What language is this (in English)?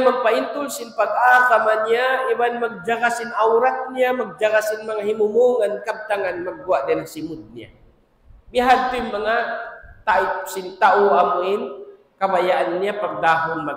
Tausug